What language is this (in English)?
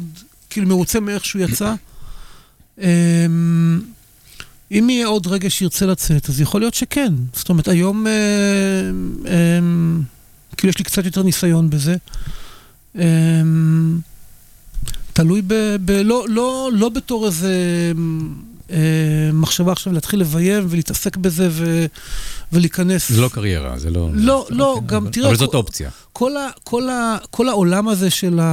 Hebrew